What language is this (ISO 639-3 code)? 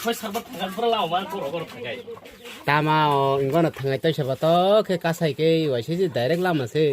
trp